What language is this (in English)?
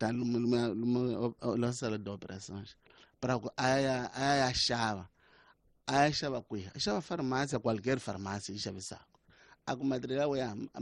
Tsonga